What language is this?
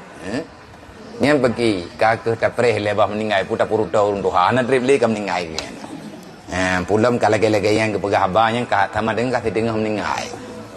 Achinese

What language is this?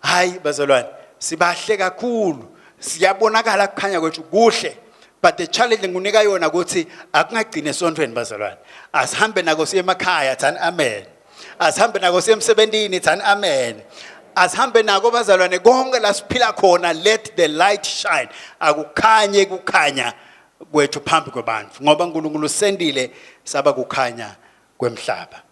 Swati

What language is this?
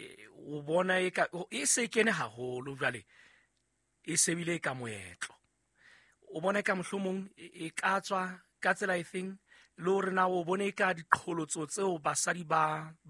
Southern Sotho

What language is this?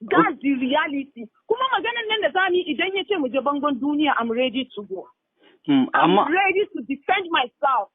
Hausa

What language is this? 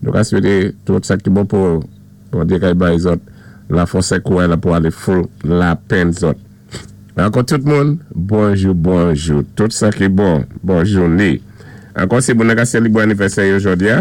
Saint Lucian Creole French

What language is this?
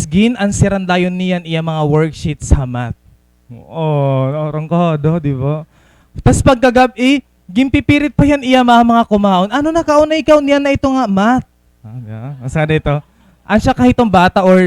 Waray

